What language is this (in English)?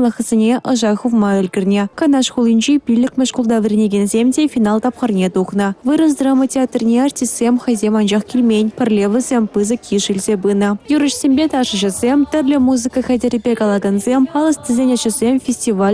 Chuvash